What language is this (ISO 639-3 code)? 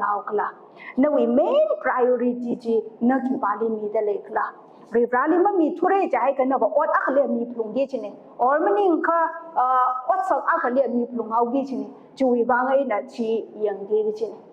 nmf